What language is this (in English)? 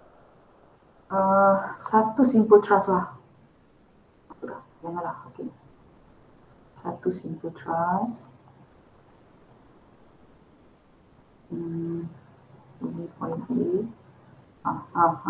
Malay